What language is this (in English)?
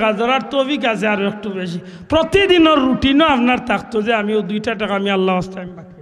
Sylheti